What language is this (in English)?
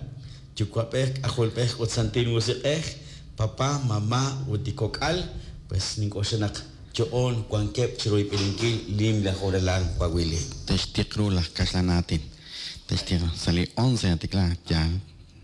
Kekchí